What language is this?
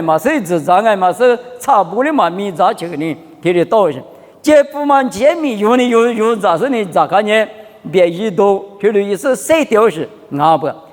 Lisu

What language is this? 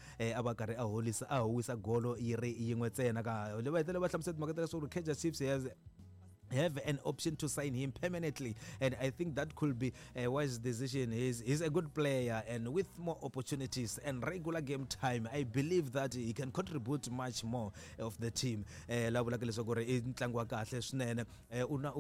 Tsonga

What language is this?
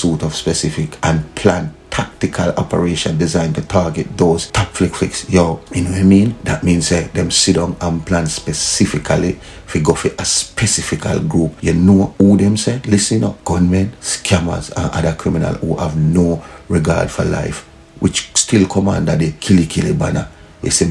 Jamaican Creole English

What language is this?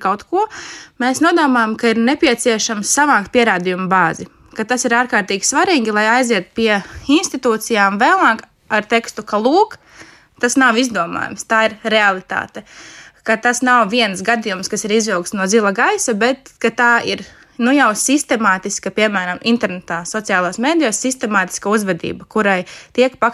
Latvian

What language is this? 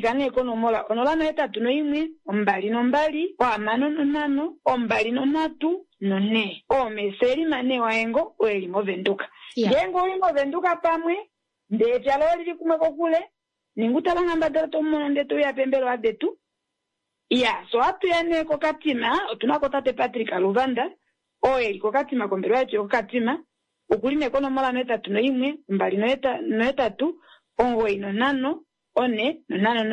Kuanyama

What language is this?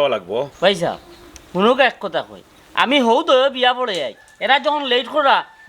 Sylheti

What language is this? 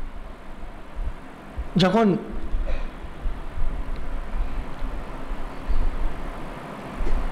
Bangla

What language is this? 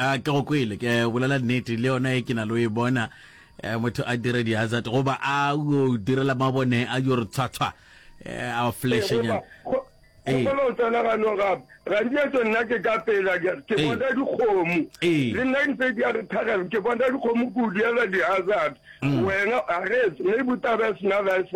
Northern Sotho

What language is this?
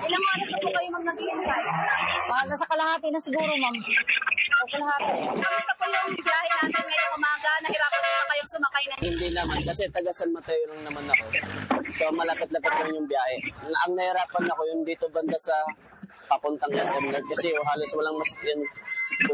Filipino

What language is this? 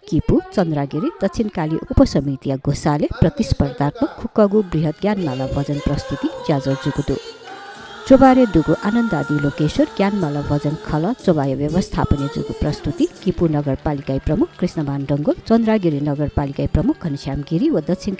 Newari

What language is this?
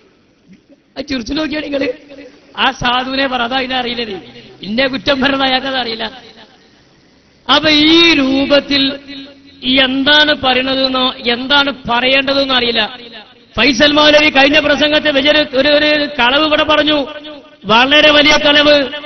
Malayalam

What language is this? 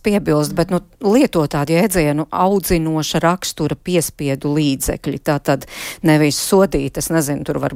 Latvian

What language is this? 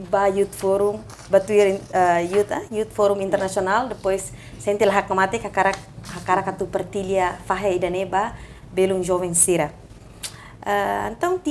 Tetum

